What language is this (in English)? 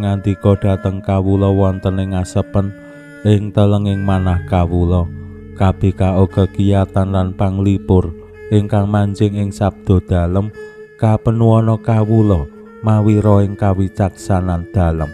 Javanese